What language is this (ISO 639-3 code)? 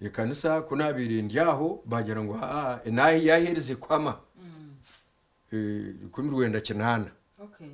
nyn